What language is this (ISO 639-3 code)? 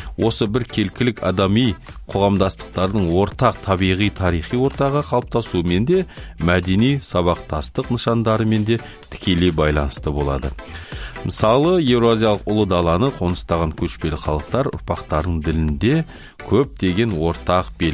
kaz